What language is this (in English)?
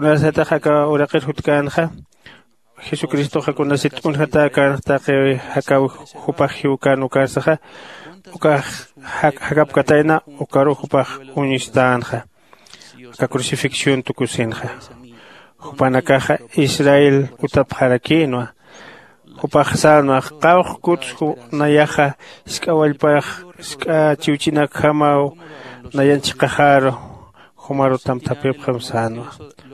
Aymara